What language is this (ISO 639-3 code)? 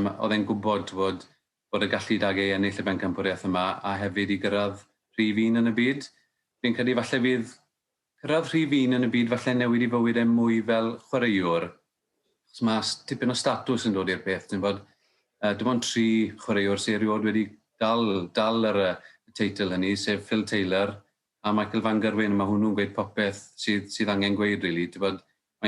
cym